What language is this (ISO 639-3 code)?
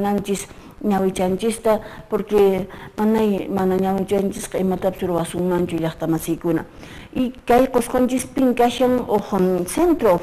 que